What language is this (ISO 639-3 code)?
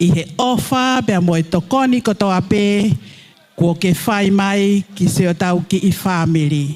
ton